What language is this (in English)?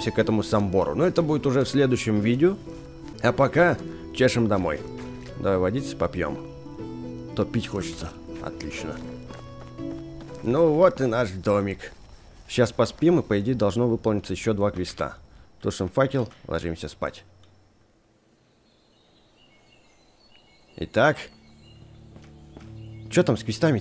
Russian